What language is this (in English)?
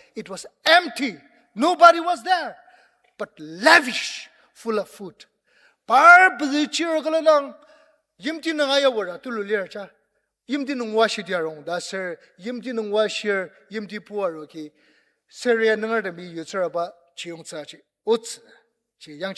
Ao Naga